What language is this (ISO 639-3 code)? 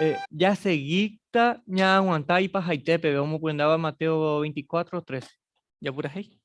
grn